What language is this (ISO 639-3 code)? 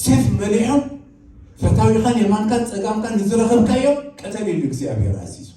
tir